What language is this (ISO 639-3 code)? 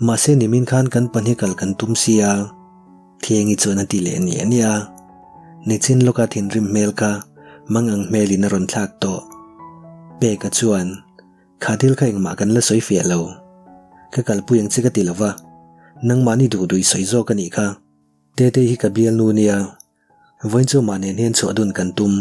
lus